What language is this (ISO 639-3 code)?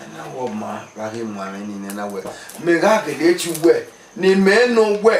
bin